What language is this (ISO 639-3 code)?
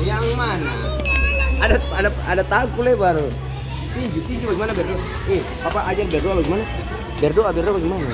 abs